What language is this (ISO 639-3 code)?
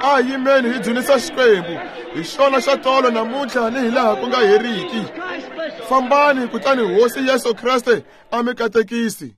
tso